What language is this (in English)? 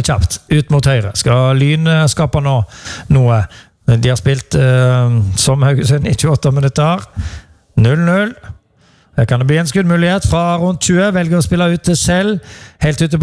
Norwegian